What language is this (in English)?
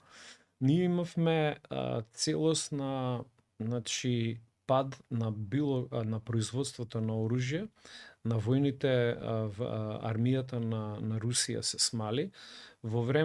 Macedonian